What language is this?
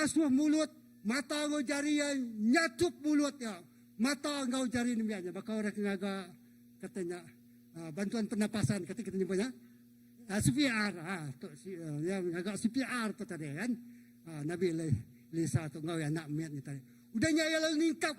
Iban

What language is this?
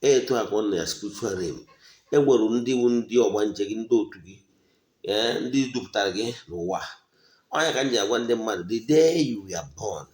Igbo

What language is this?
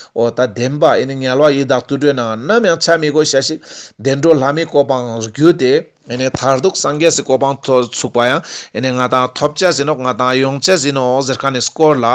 Ladakhi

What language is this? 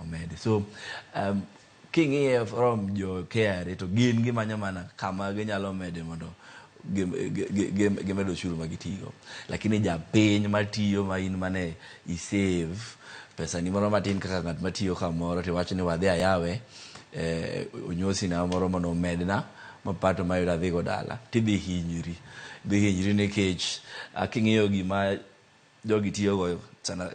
Luo (Kenya and Tanzania)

